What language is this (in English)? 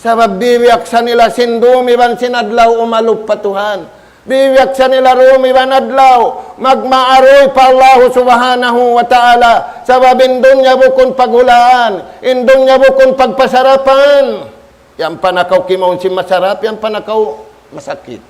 Tausug